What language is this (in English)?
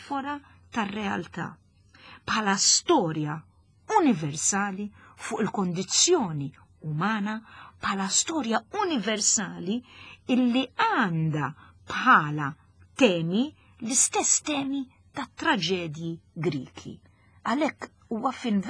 Maltese